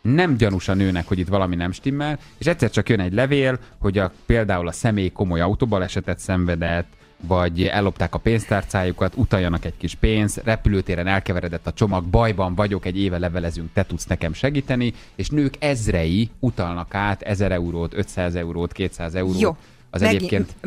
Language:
Hungarian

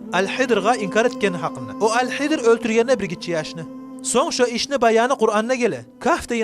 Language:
Kumyk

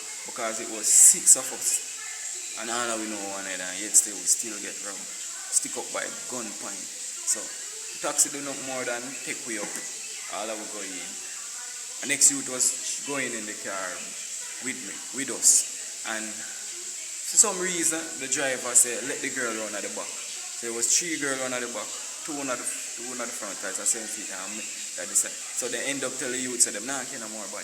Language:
Jamaican Creole English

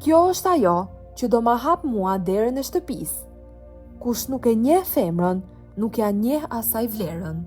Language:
Albanian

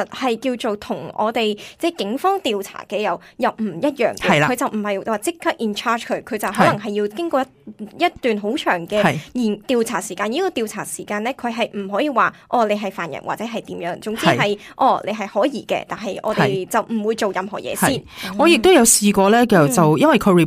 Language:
Cantonese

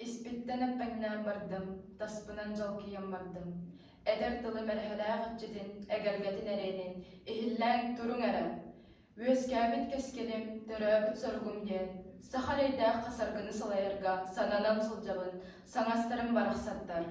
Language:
Yakut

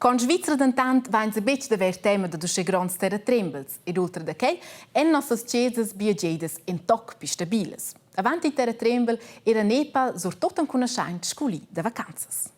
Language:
Romansh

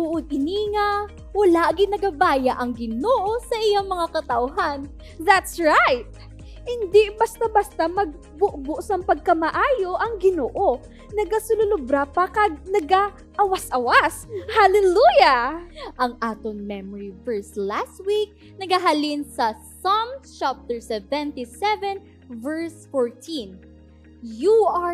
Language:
Hiligaynon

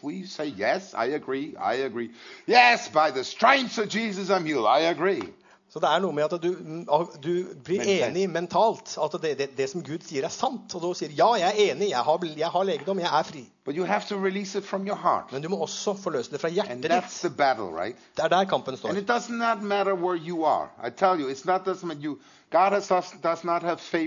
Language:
Norwegian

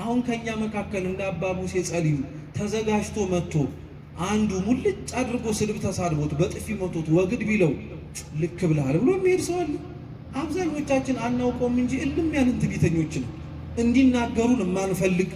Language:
Amharic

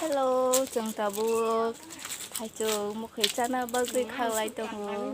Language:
Kok Borok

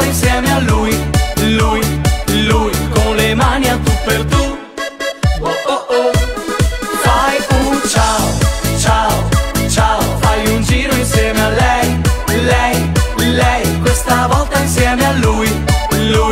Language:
Italian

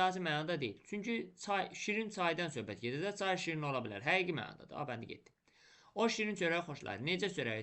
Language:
Azerbaijani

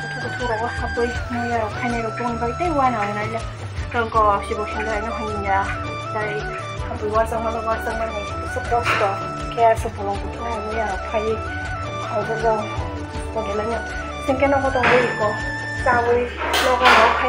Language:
Kok Borok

